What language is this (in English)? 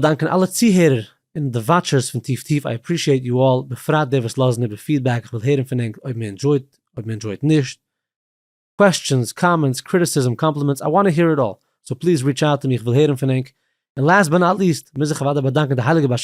Yiddish